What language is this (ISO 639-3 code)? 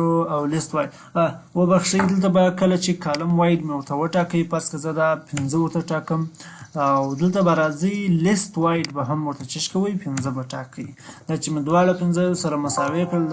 pus